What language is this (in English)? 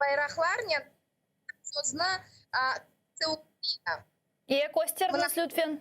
Crimean Tatar